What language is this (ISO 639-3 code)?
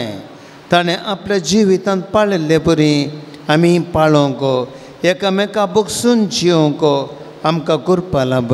kok